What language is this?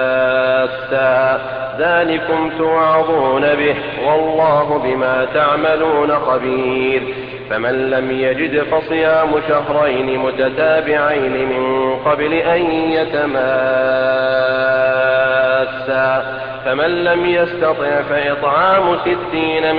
Arabic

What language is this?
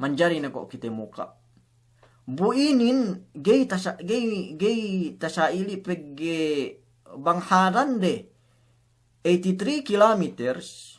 Yakan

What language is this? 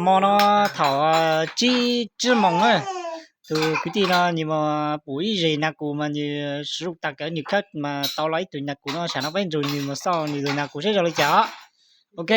Hmong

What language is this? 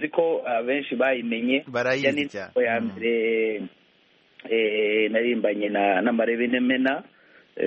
Kinyarwanda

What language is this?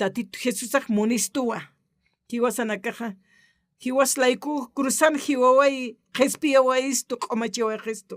Aymara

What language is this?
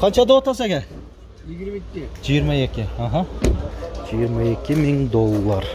Kyrgyz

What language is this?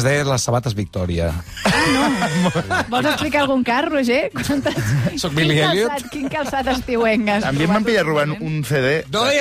Catalan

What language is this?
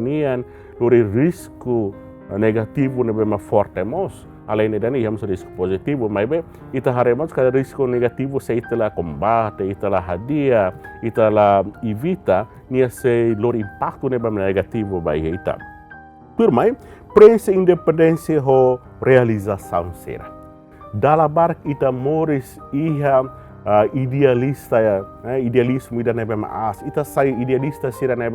Tetum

